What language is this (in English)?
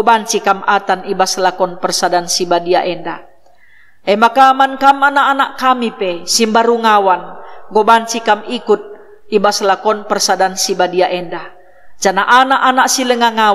Batak Karo